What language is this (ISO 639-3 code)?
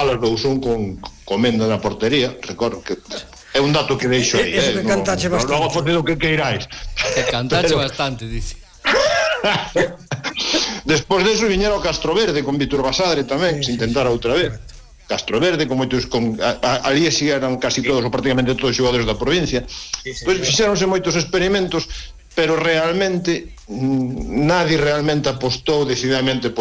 glg